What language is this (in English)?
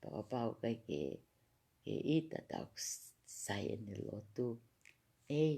Tongan